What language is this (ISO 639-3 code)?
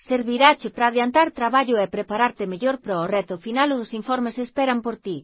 glg